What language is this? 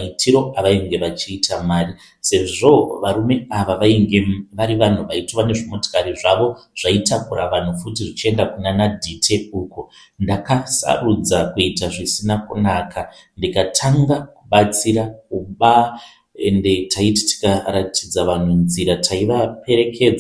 Shona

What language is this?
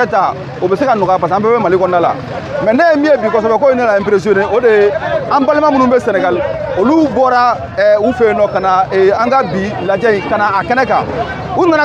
Bambara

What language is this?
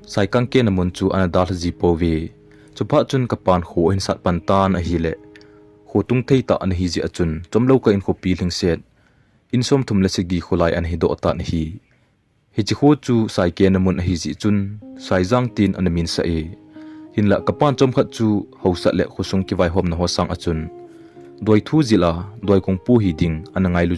Thado Chin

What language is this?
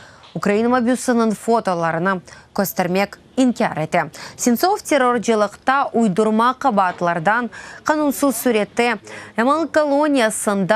Crimean Tatar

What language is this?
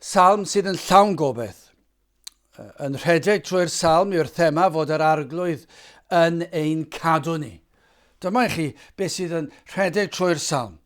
Welsh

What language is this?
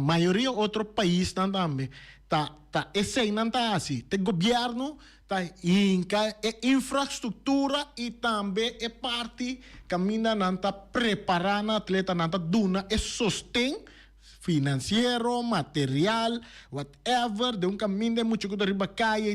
Papiamento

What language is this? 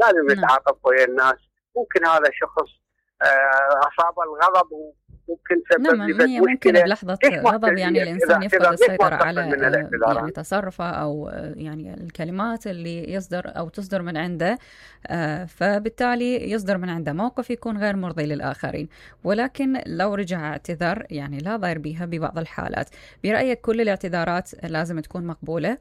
Mesopotamian Arabic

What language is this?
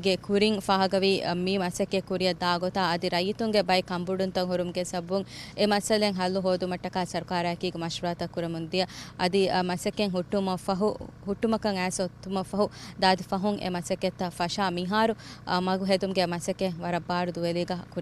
Divehi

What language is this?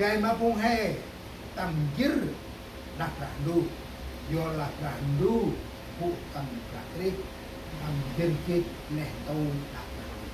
Central Mnong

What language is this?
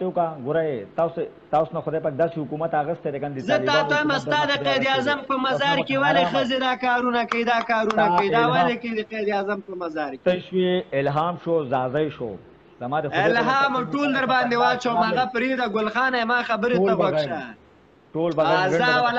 Pashto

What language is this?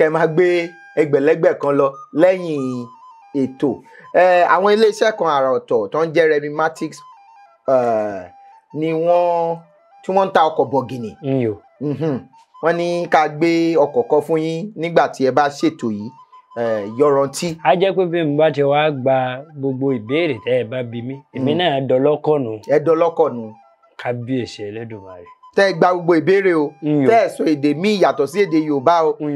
Yoruba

